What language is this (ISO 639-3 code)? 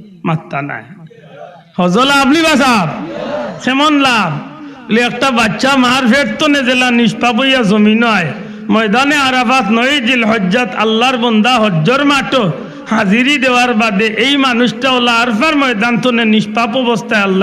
syl